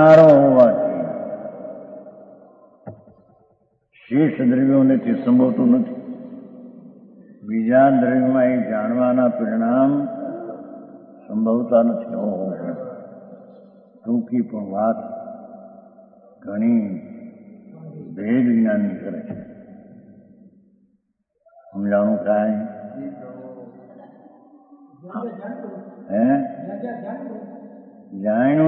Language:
Gujarati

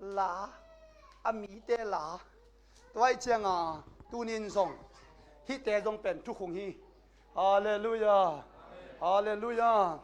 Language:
Tedim Chin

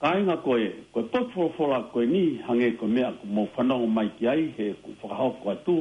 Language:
Tongan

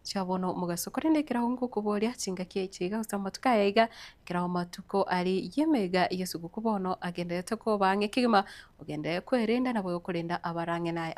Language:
Gusii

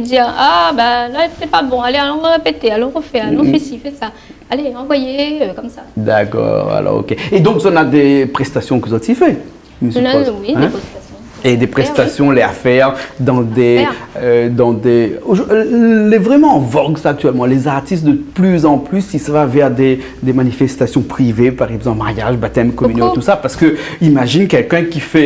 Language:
Réunion Creole French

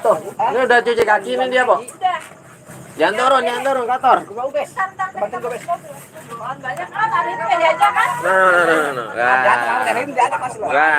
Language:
Betawi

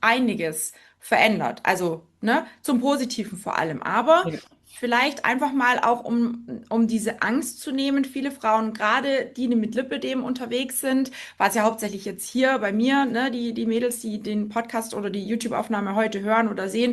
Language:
German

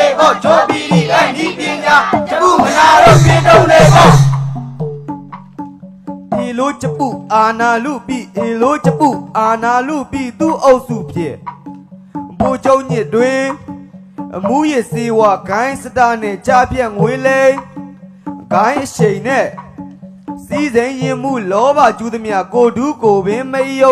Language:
Burmese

